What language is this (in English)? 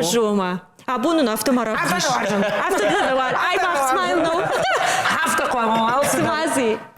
Ossetic